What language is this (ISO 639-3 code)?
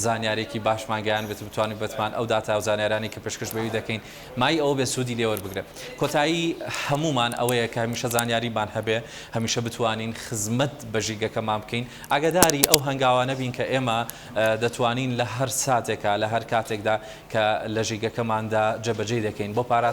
ckb